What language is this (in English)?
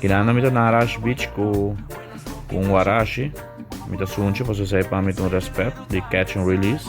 Papiamento